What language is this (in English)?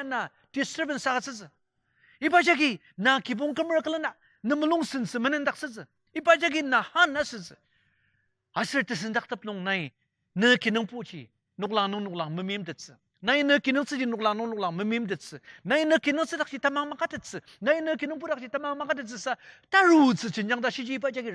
Ao Naga